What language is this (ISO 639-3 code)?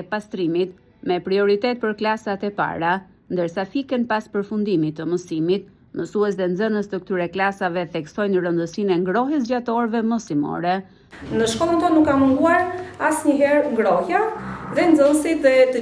sqi